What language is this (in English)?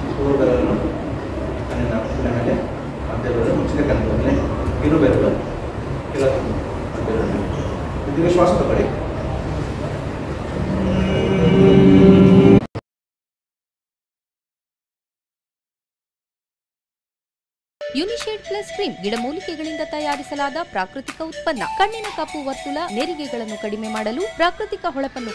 Kannada